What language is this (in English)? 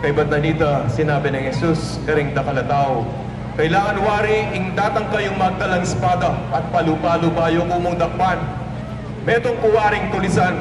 Pampanga